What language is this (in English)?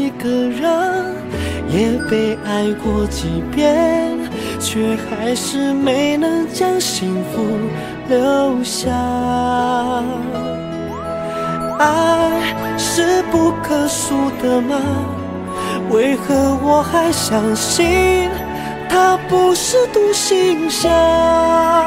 Chinese